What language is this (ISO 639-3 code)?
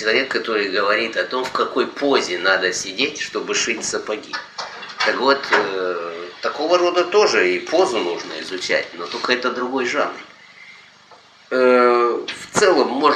rus